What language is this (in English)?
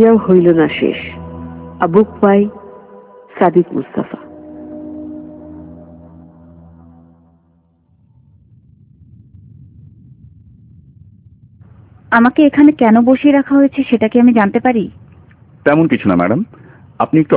Bangla